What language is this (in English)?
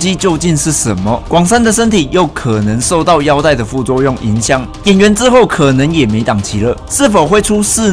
Chinese